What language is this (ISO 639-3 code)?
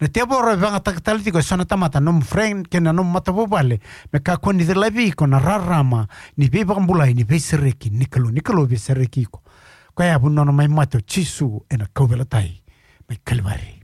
fij